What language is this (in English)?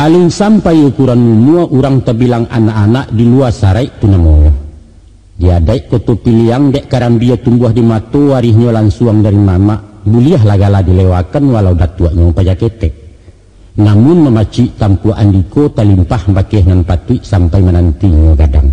Minangkabau